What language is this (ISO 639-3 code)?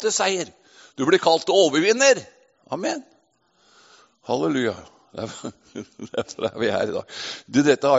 nor